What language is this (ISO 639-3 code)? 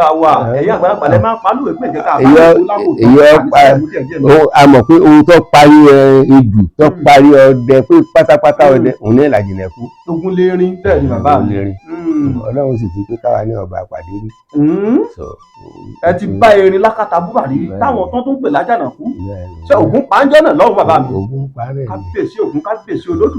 yor